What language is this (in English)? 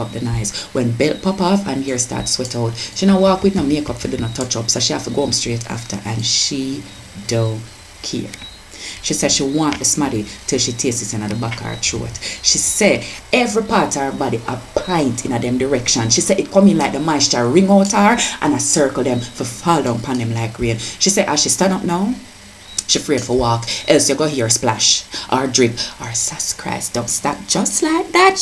Jamaican Creole English